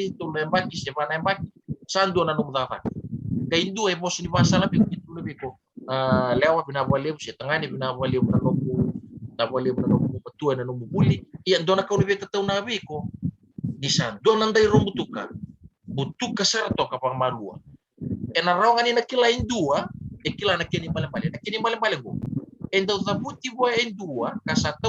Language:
Fijian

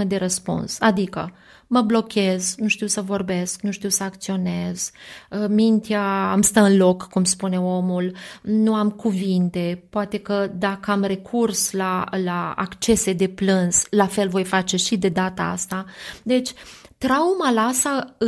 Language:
Romanian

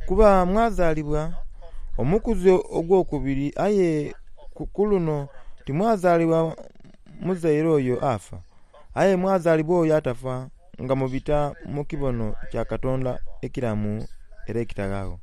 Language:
Soga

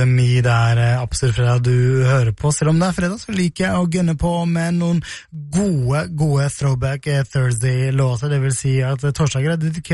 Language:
Norwegian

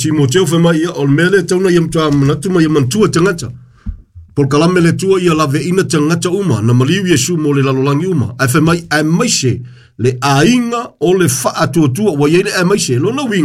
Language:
Samoan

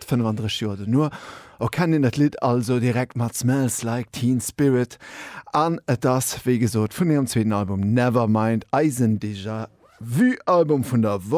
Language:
Luxembourgish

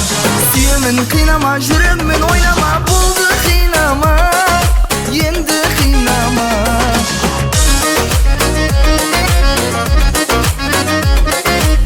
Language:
Kazakh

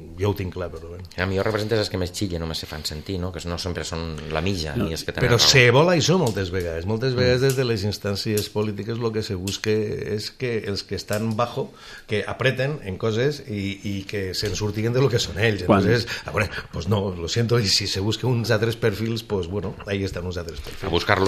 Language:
Catalan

